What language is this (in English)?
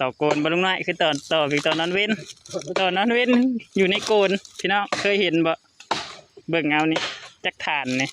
Lao